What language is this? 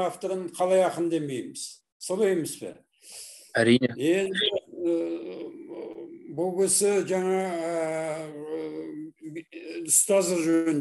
Kazakh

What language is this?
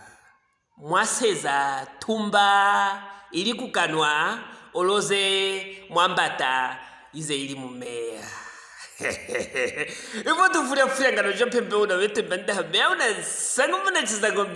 Luvale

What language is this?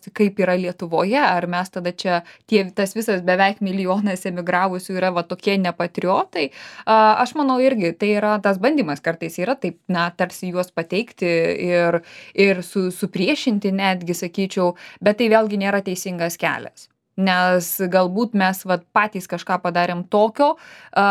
Lithuanian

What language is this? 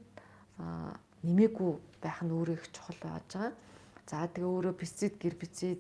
Mongolian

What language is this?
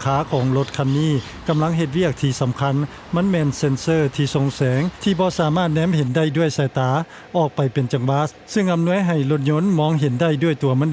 Lao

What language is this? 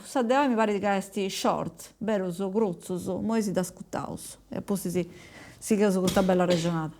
Sardinian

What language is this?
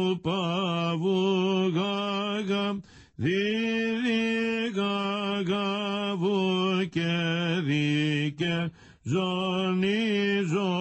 Greek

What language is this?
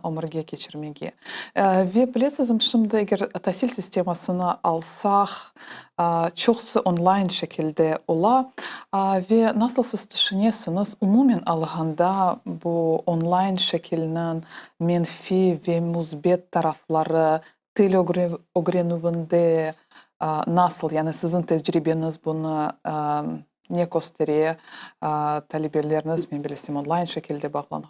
Crimean Tatar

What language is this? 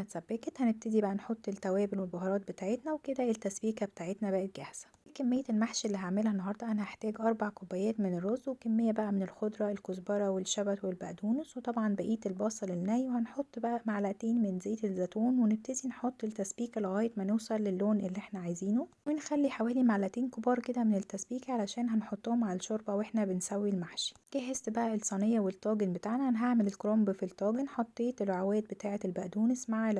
Egyptian Arabic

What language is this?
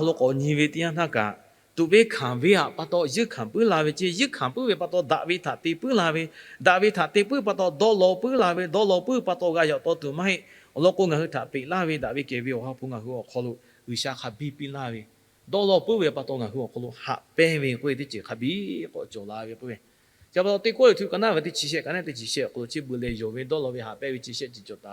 Lahu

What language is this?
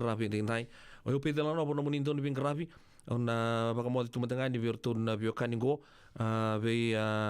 Fijian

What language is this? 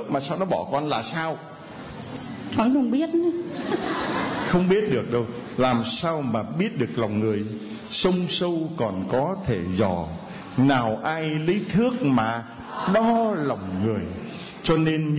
Vietnamese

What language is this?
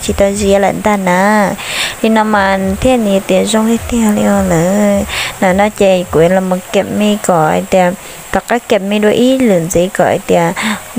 Hmong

